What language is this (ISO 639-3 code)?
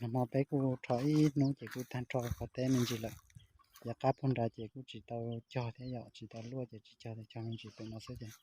hmn